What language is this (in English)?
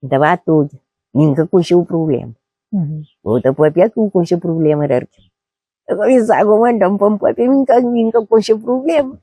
Kabuverdianu